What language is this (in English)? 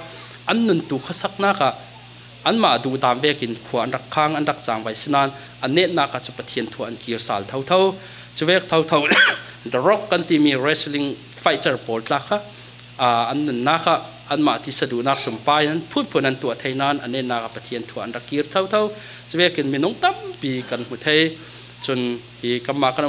Falam Chin